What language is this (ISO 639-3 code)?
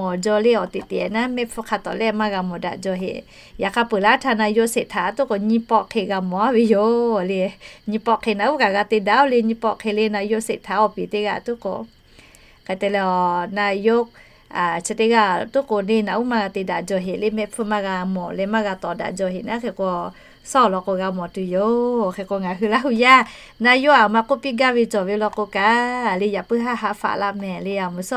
lhu